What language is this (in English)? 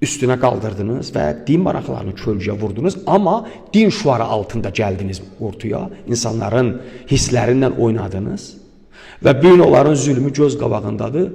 Azerbaijani